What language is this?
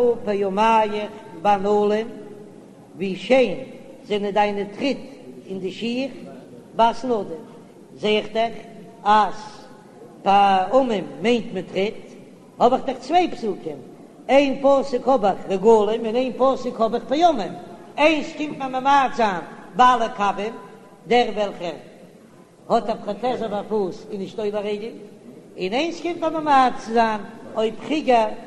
Yiddish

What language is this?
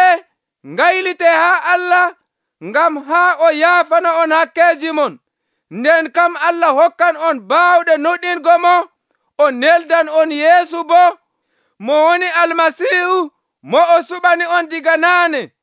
Nigerian Fulfulde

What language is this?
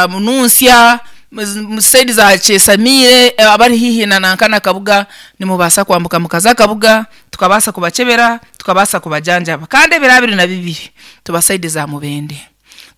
Nyankole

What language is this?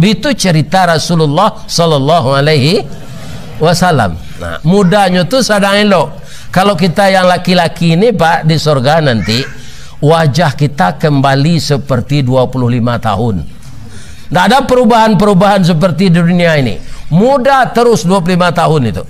Minangkabau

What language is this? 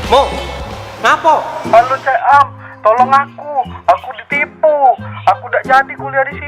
Musi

